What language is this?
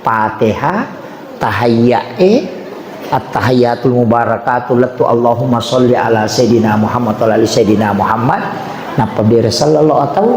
Buginese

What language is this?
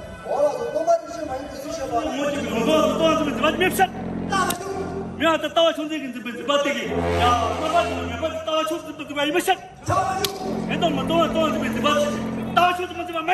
Tibetan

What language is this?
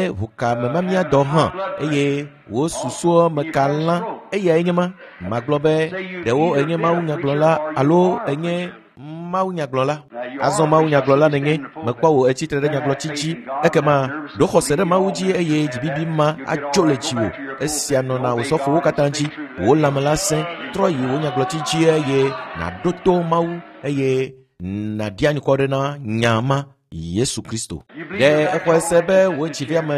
Ewe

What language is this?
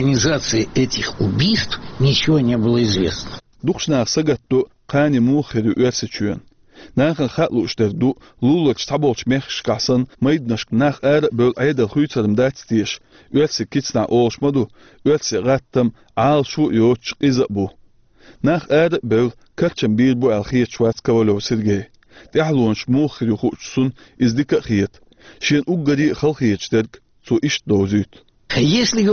Chechen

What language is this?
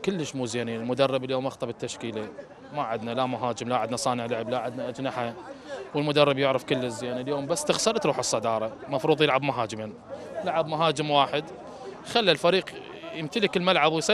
Mesopotamian Arabic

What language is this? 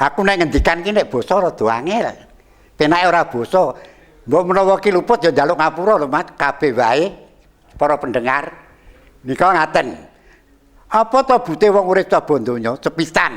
Javanese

